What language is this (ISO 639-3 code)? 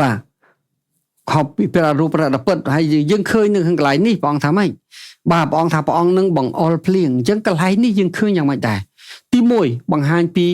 khm